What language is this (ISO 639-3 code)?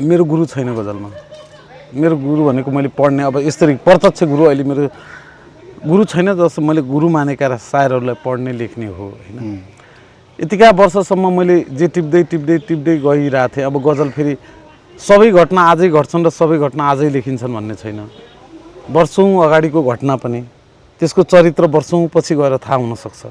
nep